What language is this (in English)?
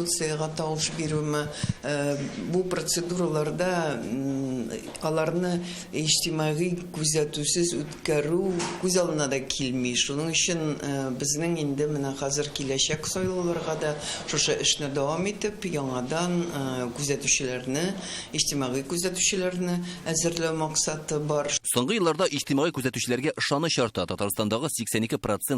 Tatar